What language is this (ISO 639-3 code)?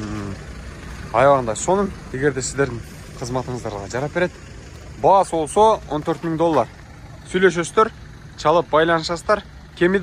kir